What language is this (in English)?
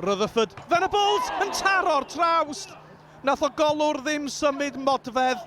Welsh